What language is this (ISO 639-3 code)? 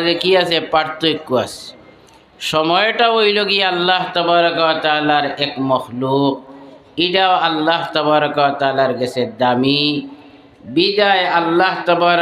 syl